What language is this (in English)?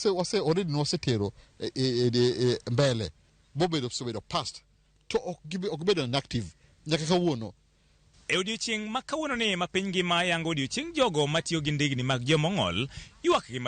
Luo (Kenya and Tanzania)